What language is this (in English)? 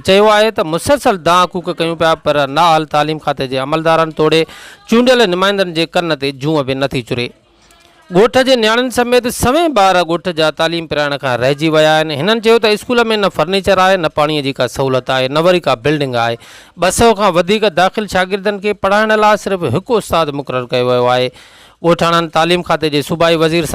Sindhi